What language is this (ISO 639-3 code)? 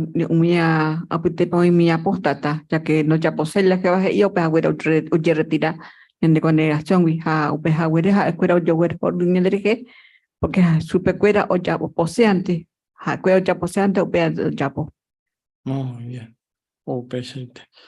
grn